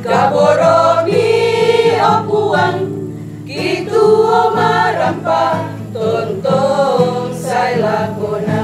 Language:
Toraja-Sa'dan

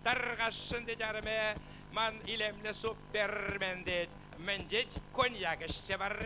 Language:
Chuvash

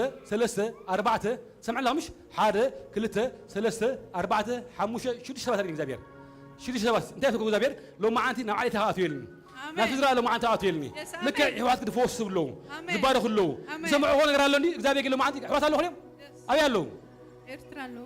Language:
Tigrinya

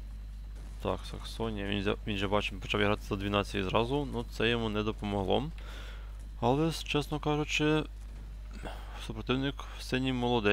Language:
Ukrainian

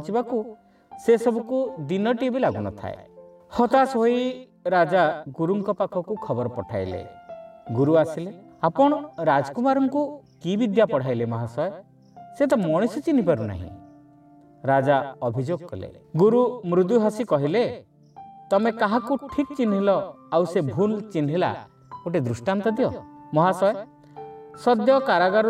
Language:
Odia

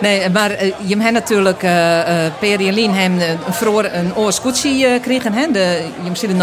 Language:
Western Frisian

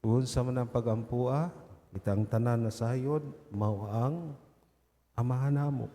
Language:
Cebuano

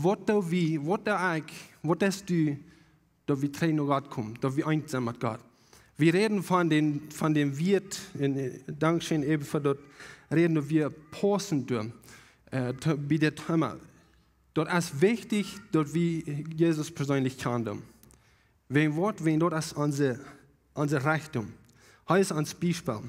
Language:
Plautdietsch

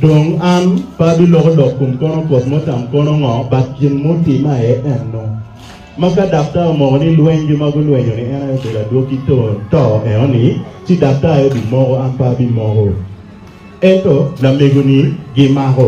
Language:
Acoli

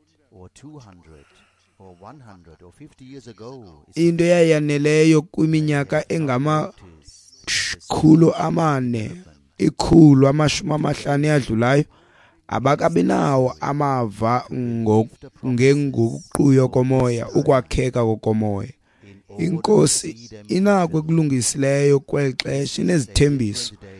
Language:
Xhosa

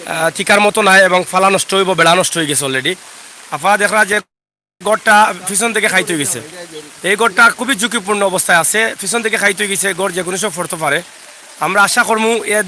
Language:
Sylheti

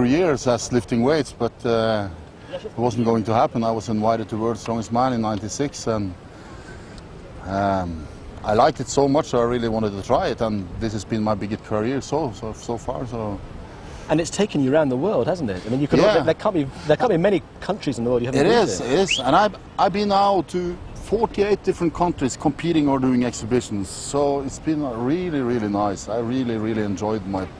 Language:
English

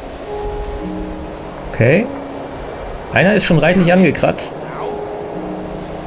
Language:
German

